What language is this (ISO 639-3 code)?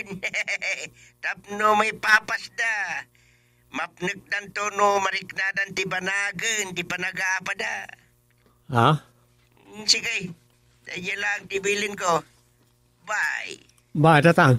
ilo